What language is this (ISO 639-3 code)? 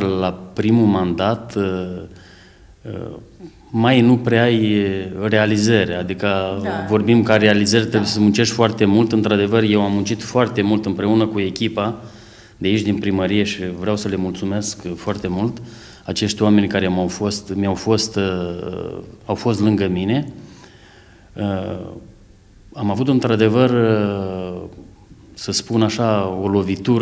ron